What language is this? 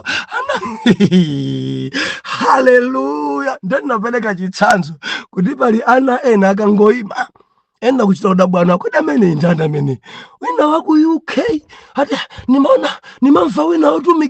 Nyanja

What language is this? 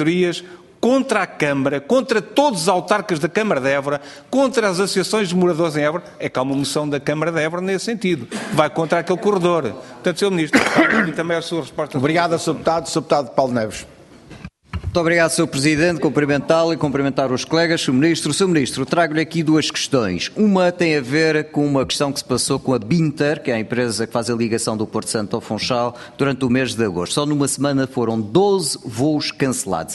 Portuguese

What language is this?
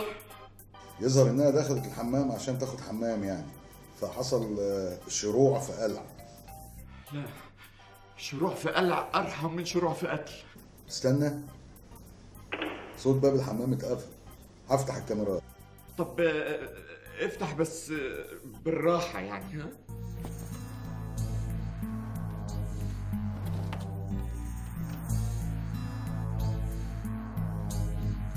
Egyptian Arabic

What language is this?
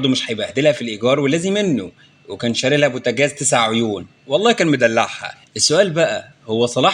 Egyptian Arabic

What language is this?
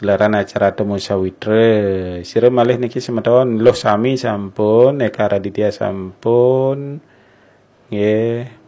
Balinese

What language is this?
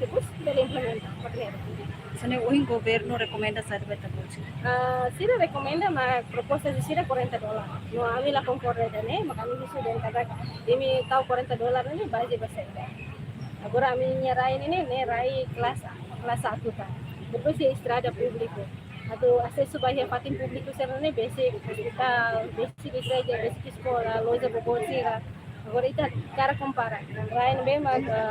Tetum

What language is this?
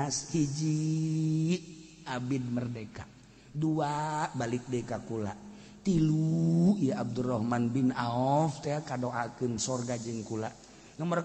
Sundanese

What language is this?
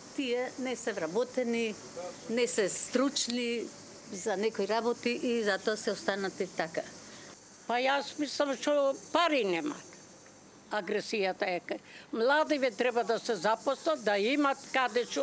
Macedonian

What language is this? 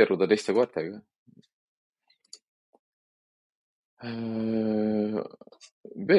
Estonian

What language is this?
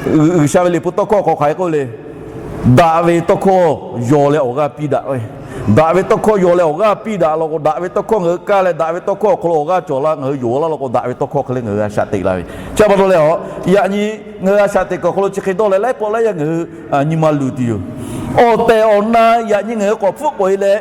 Lahu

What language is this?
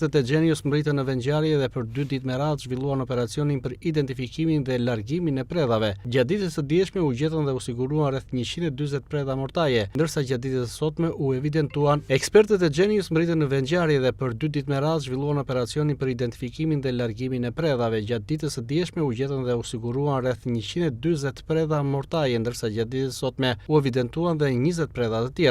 Albanian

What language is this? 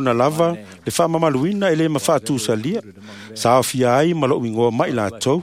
Samoan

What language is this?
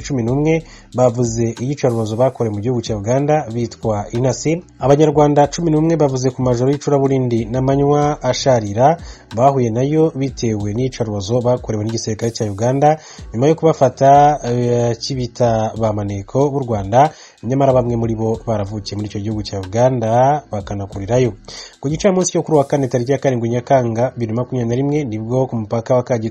Kinyarwanda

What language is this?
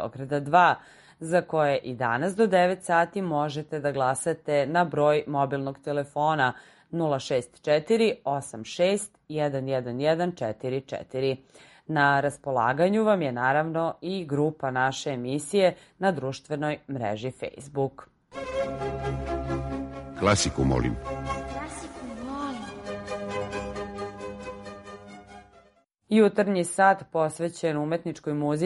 Serbian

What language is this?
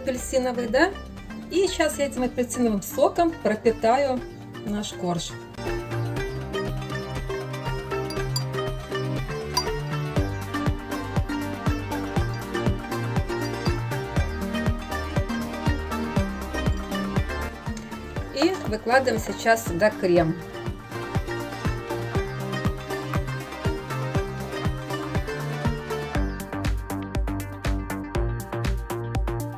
Russian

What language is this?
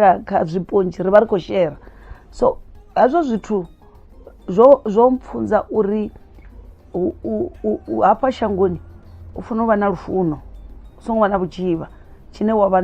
Venda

